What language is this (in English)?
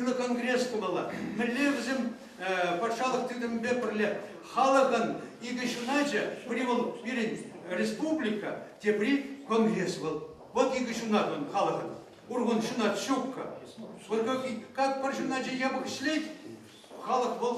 Chuvash